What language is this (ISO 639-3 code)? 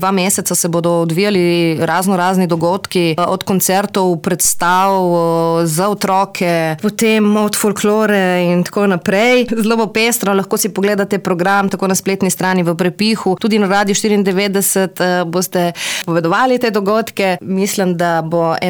slv